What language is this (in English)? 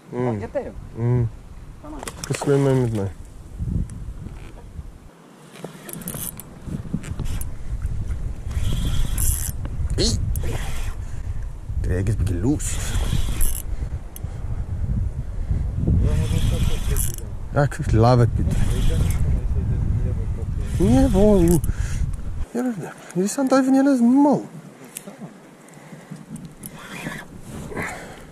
Afrikaans